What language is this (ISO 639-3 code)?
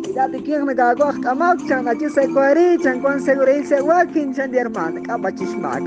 kek